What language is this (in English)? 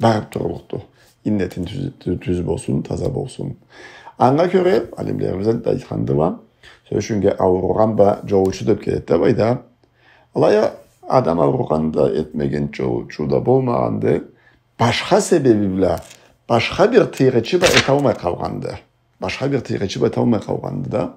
Karachay-Balkar